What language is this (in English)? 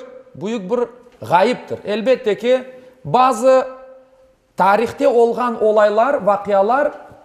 Crimean Tatar